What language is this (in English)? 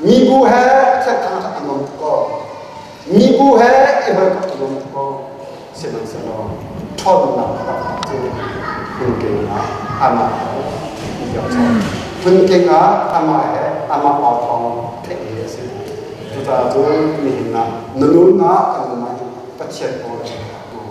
Hakha Chin